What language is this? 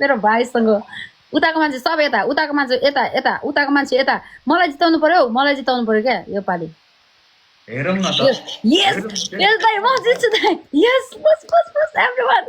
Nepali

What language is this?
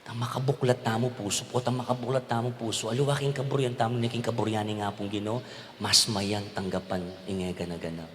Pampanga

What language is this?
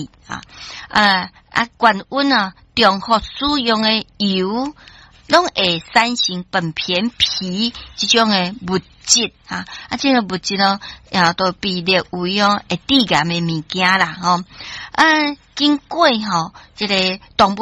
Min Nan Chinese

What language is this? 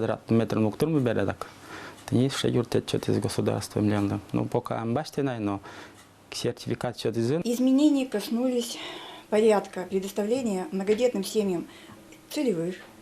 Udmurt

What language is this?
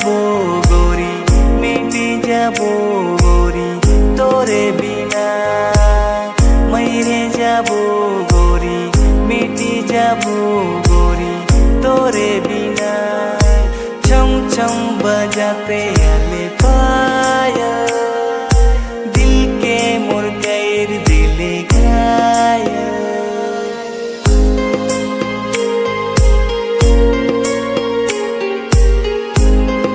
Sadri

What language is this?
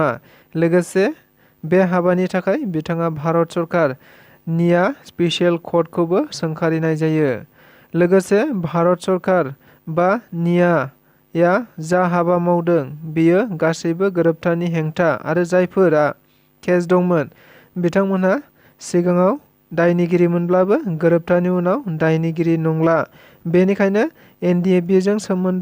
Bodo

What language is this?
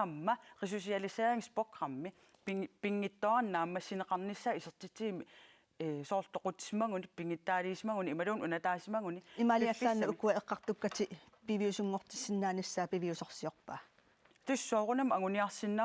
Kalaallisut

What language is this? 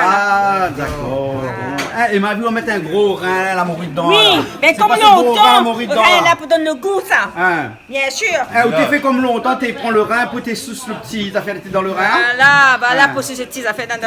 Réunion Creole French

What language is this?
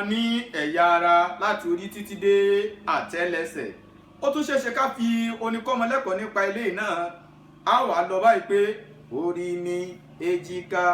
Yoruba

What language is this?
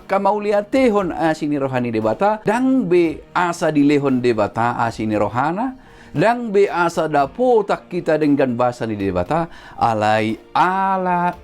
Batak Toba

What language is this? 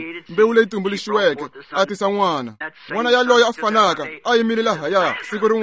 Tsonga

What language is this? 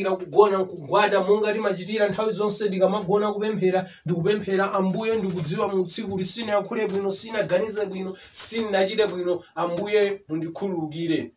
Nyanja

